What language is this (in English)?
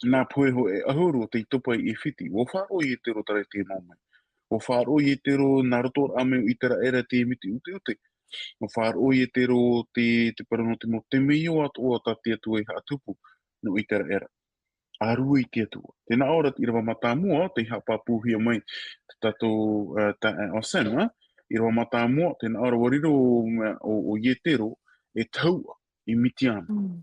Tahitian